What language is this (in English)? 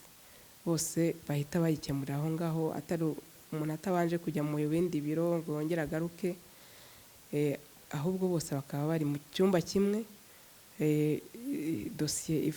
Kinyarwanda